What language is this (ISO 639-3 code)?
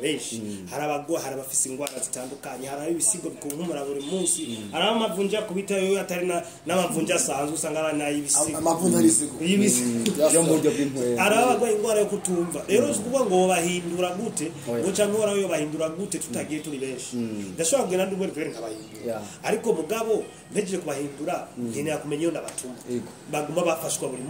run